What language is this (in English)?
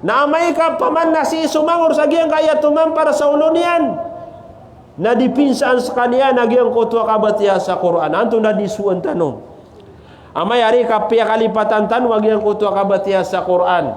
Maranao